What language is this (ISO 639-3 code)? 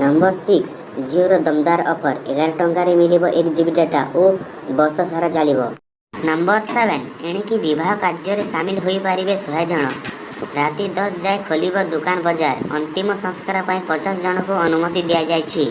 ori